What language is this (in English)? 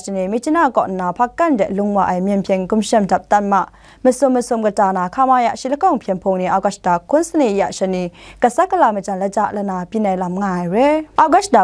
Kachin